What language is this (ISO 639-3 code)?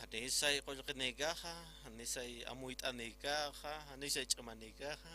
aym